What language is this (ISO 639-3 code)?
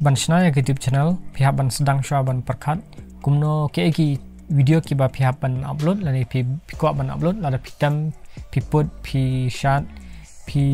kha